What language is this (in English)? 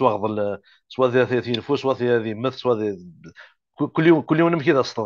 Kabyle